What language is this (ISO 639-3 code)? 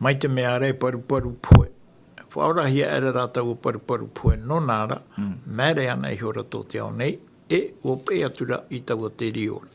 tah